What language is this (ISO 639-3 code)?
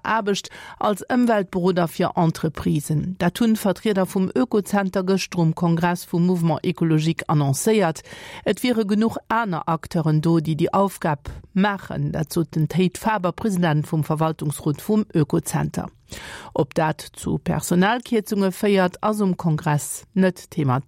ltz